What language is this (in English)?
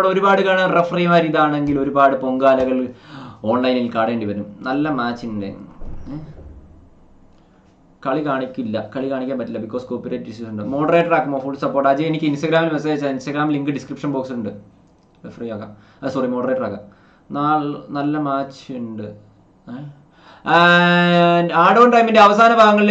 Malayalam